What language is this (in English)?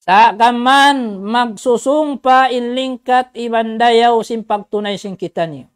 Tausug